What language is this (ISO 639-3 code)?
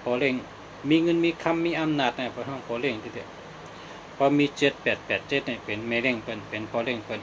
shn